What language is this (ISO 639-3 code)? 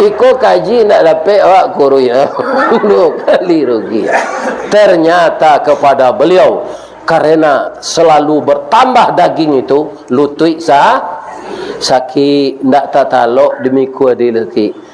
min